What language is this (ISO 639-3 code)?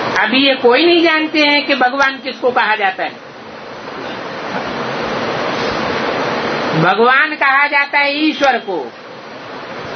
hin